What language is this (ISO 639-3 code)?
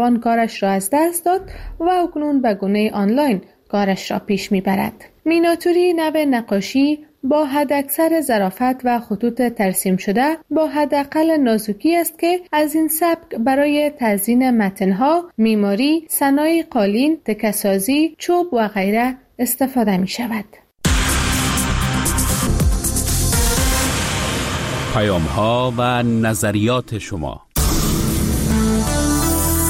fas